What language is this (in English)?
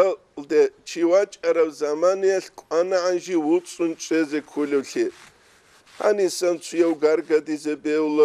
Avaric